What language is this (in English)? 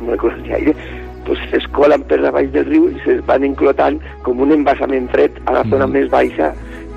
Catalan